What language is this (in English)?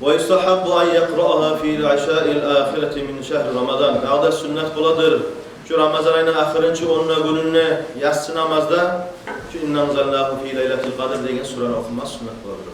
Kumyk